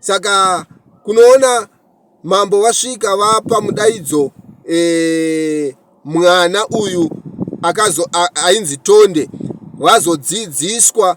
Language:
Shona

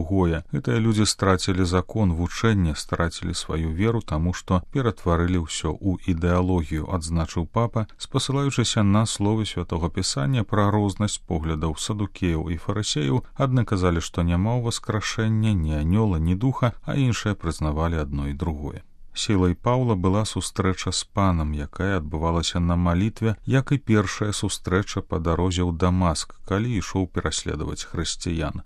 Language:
Belarusian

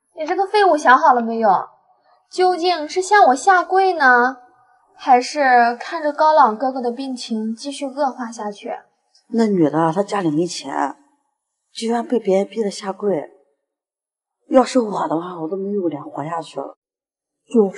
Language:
Chinese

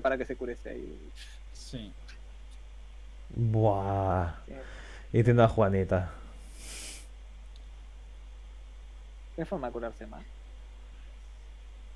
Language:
Spanish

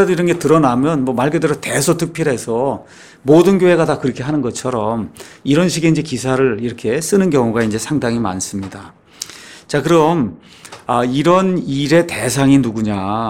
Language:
Korean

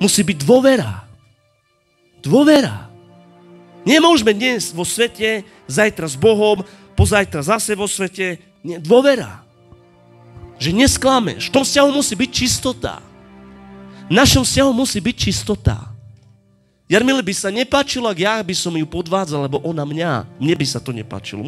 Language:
Slovak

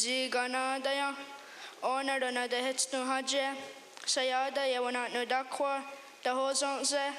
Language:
Mohawk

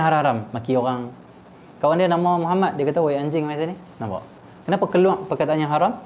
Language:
Malay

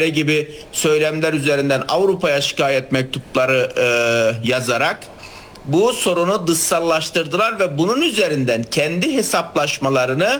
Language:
Turkish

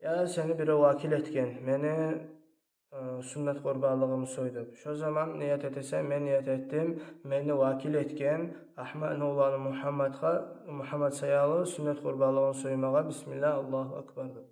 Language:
Kumyk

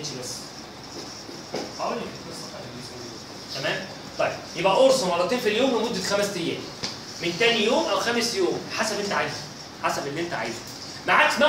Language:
Egyptian Arabic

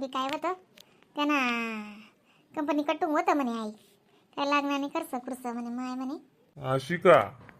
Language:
Khandesi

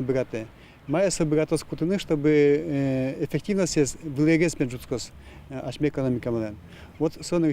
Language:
Udmurt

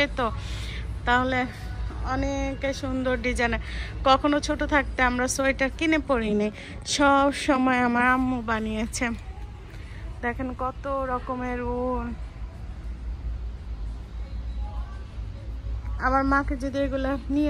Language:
Bangla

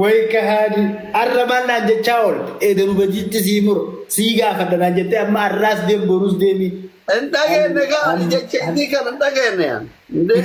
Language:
Oromo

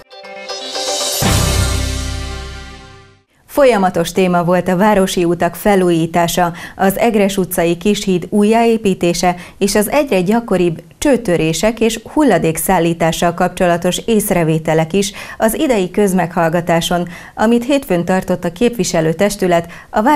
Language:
Hungarian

